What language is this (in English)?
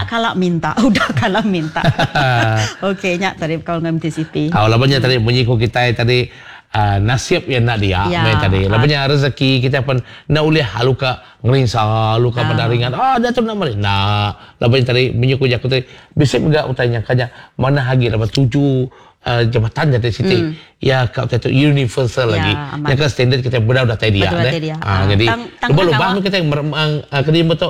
Iban